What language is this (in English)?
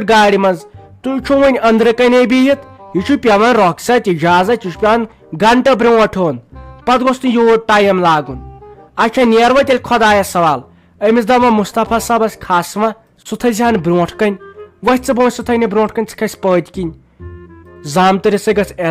Kashmiri